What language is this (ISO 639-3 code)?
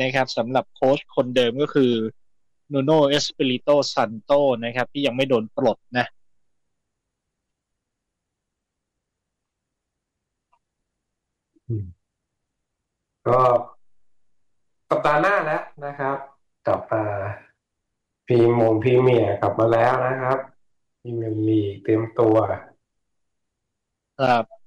tha